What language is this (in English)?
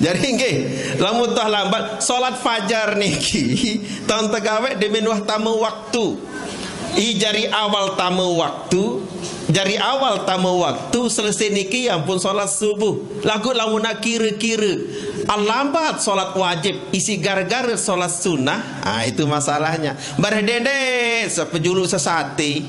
Sasak